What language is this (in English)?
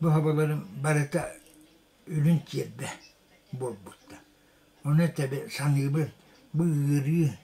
Yakut